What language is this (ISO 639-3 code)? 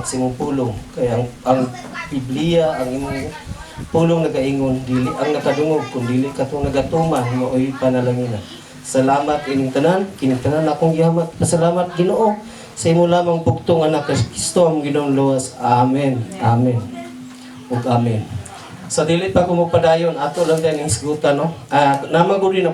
ceb